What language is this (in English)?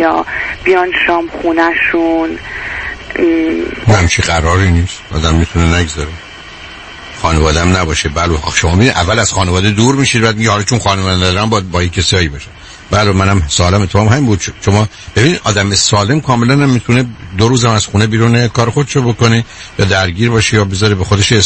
Persian